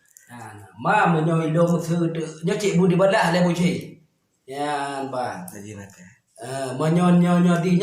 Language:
Achinese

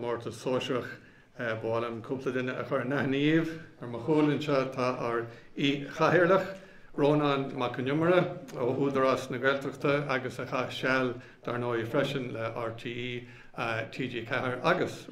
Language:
Irish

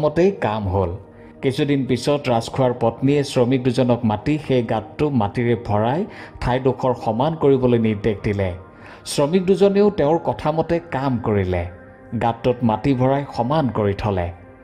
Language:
Assamese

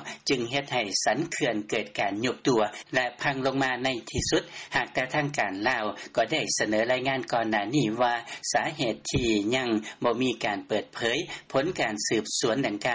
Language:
Lao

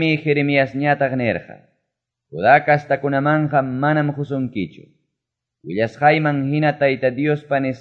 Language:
Quechua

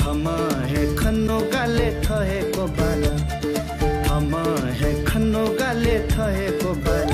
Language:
Newari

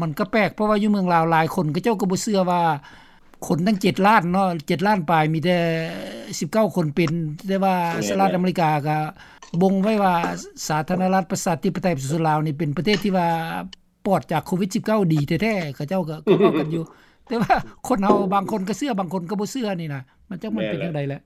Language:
Lao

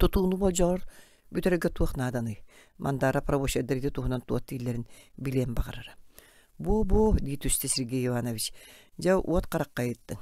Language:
Yakut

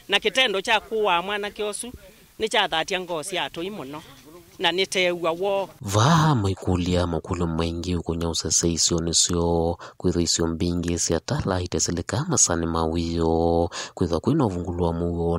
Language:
Kamba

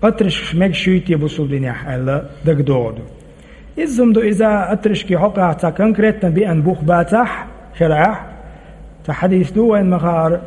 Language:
Chechen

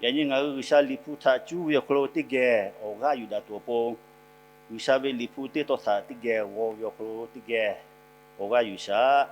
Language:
Lahu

